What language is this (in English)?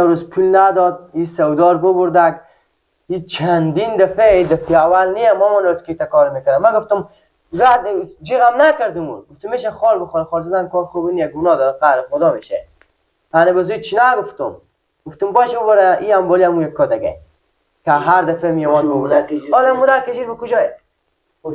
Persian